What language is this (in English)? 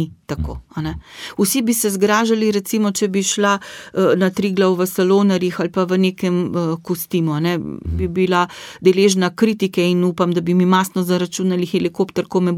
Slovenian